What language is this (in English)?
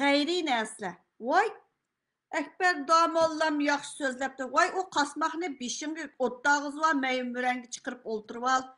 Uyghur